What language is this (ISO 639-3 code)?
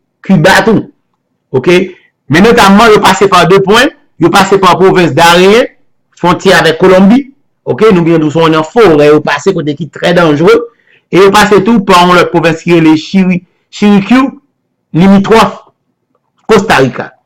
hat